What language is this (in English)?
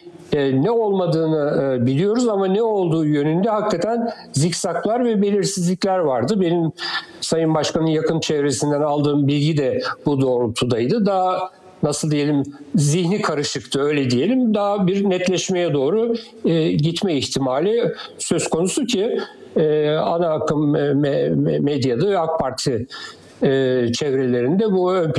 Turkish